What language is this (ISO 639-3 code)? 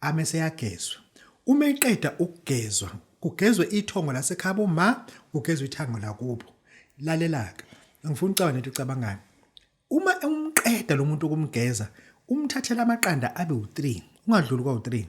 zul